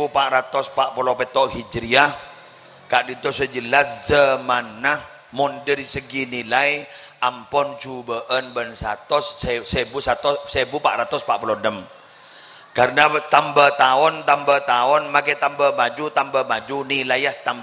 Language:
Madurese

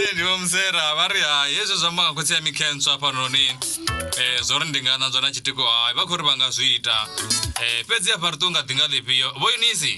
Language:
Venda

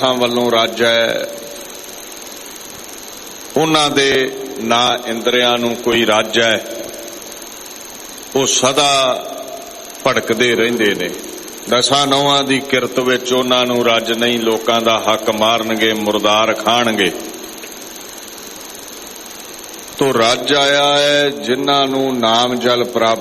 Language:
Punjabi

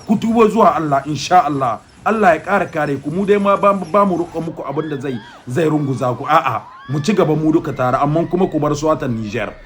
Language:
Hausa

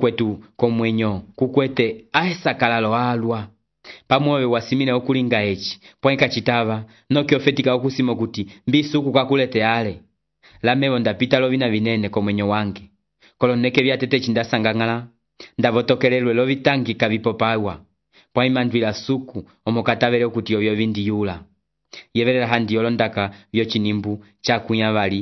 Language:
Umbundu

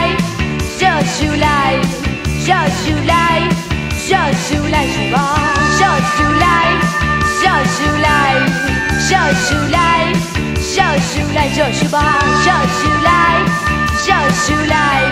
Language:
Burmese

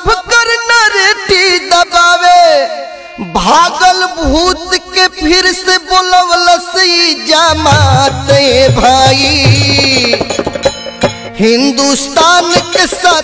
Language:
Bhojpuri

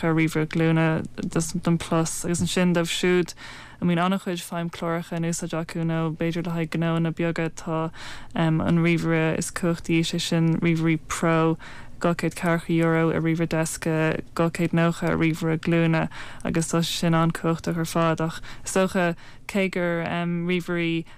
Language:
Irish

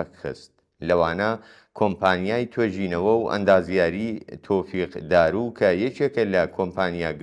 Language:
Central Kurdish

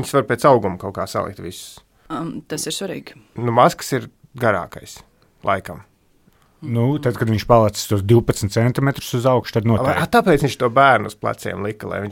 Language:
Latvian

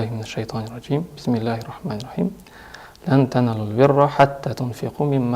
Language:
Kazakh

